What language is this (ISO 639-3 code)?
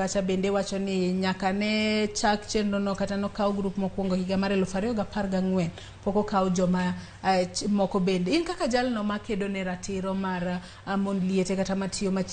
luo